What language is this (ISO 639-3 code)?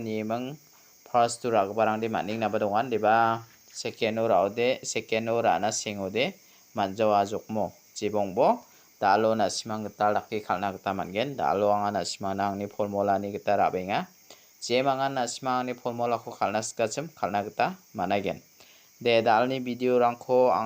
grt